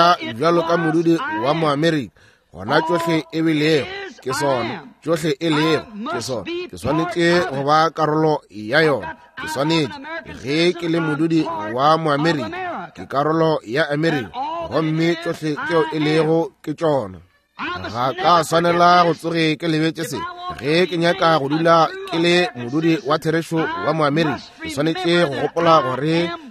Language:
Northern Sotho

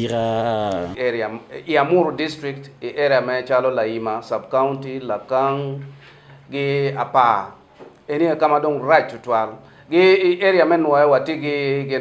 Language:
Acoli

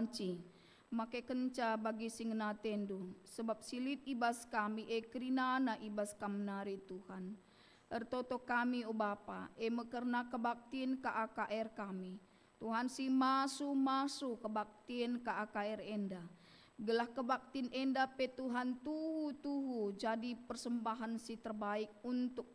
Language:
Batak Karo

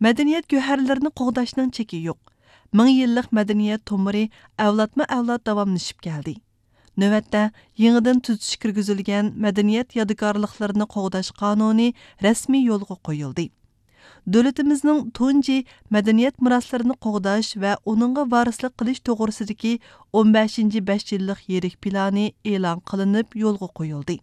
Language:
Uyghur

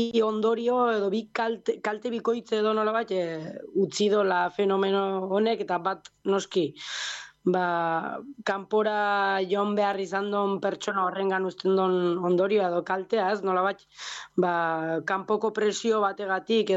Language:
Basque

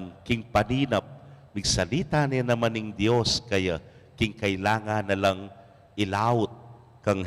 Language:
Pampanga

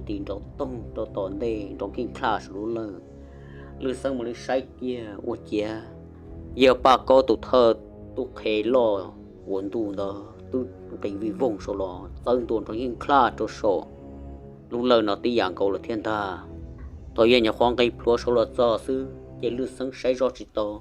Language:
Hmong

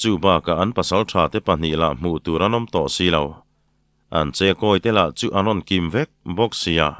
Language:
Mizo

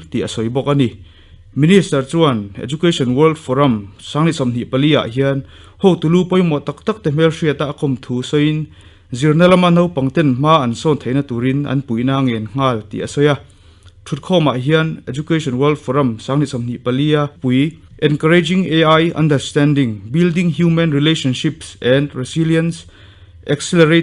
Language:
Mizo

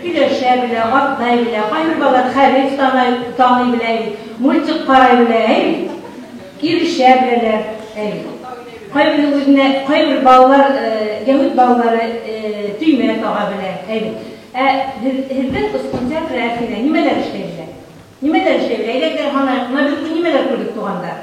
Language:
Bashkir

